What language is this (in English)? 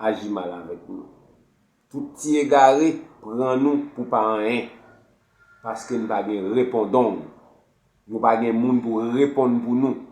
Haitian Creole